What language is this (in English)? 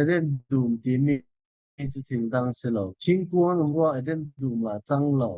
Falam Chin